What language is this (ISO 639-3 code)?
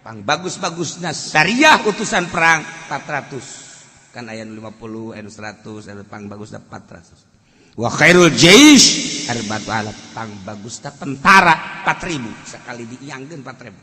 sun